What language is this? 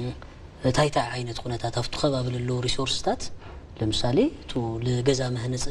Tigrinya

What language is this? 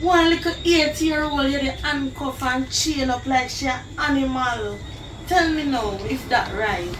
Jamaican Creole English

